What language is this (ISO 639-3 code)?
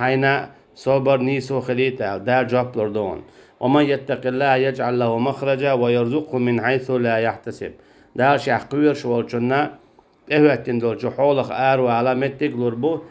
che